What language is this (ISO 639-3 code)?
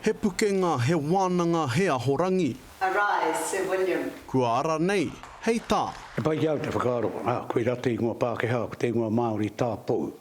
mri